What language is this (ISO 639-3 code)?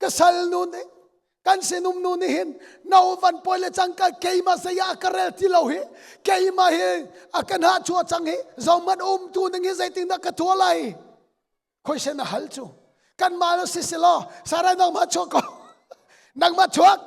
cnh